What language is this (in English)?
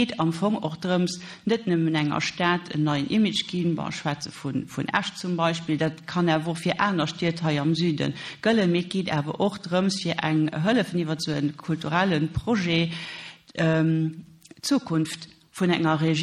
Luxembourgish